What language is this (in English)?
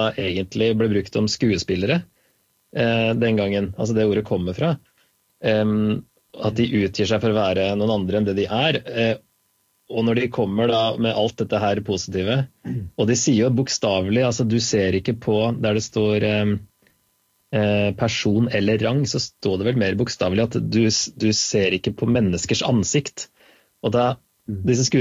Norwegian